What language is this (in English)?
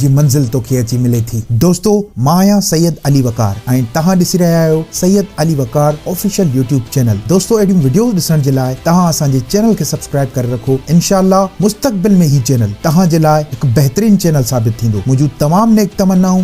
Sindhi